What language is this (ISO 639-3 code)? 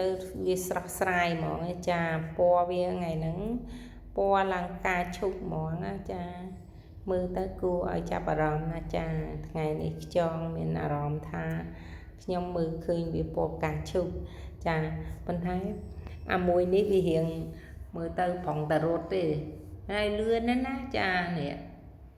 khm